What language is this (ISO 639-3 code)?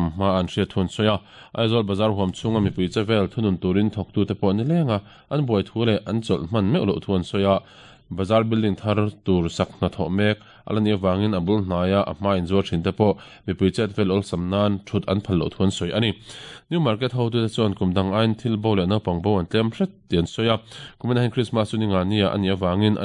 lus